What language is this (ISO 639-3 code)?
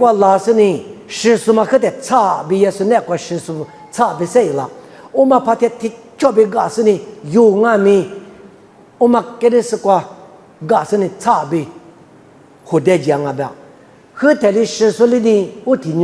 lis